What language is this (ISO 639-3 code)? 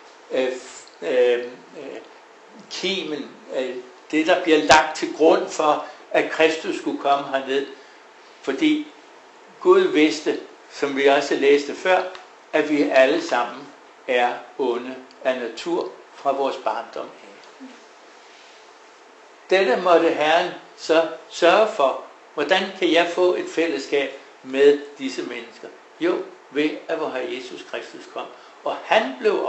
dan